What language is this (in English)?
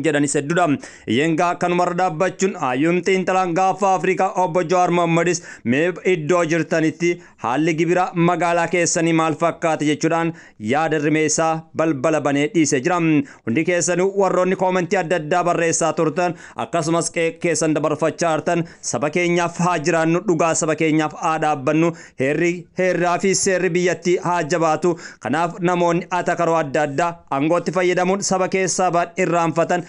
Oromo